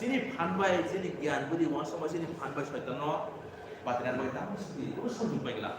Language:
Kok Borok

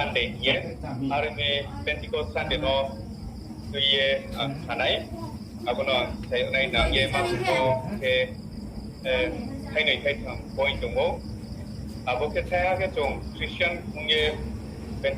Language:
Riang (India)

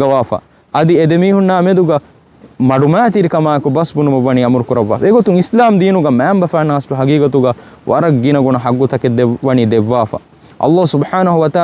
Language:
Divehi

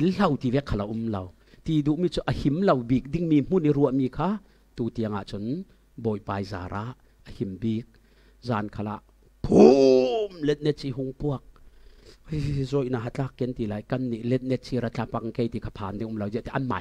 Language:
Falam Chin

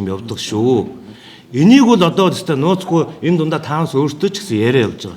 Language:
Mongolian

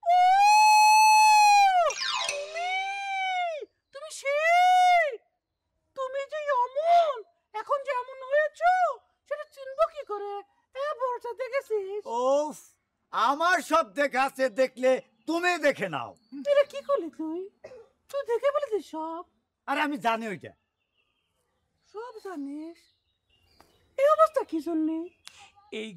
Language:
Bangla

